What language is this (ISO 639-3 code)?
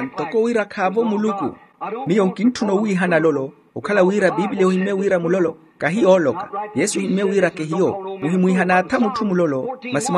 vmw